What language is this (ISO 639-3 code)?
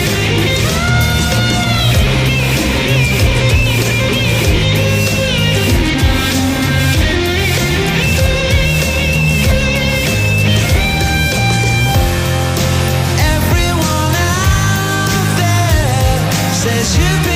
eng